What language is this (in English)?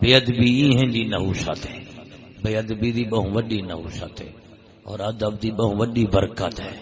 Saraiki